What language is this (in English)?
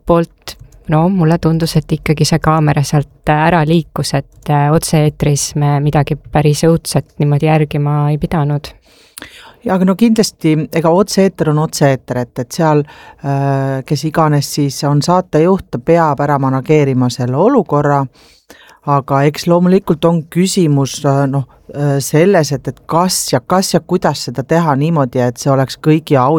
Estonian